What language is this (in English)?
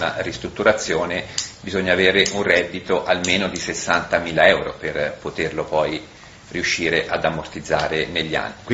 Italian